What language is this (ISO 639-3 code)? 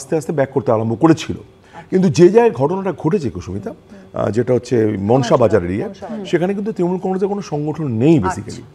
ben